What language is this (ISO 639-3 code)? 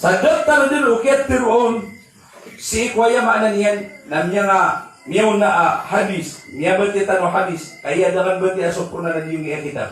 mrw